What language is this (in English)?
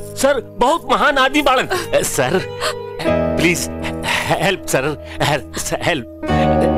Bhojpuri